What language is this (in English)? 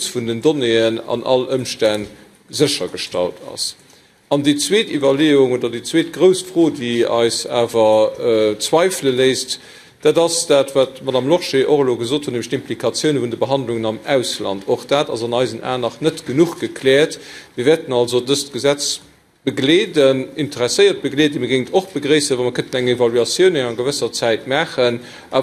Luxembourgish